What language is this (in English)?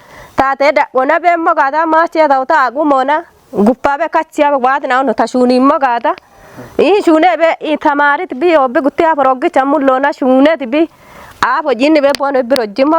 Kafa